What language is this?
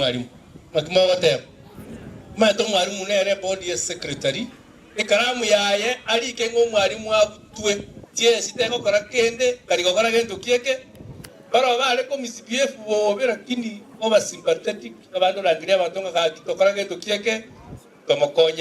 Gusii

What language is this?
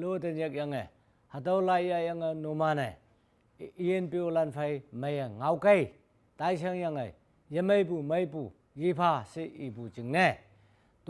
Konyak Naga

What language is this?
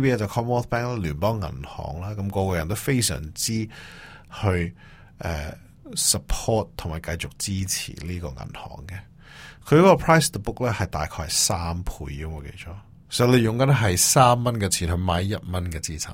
Cantonese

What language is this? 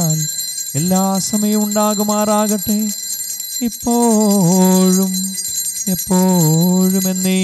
Malayalam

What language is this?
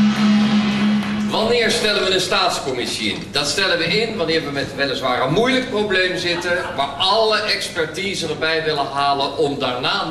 Dutch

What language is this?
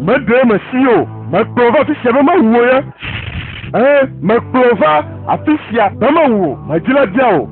Ewe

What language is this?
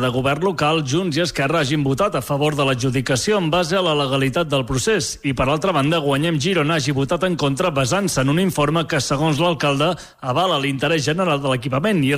Catalan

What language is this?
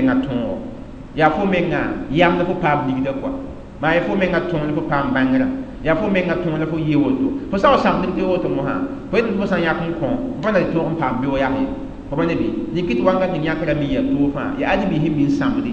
Mossi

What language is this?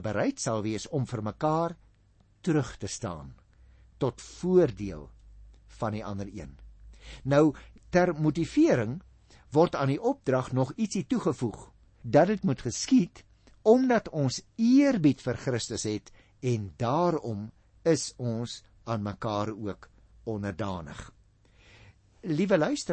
Afrikaans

